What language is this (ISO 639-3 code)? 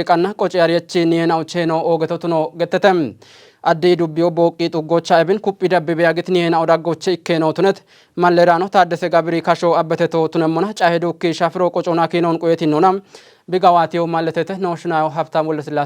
kbr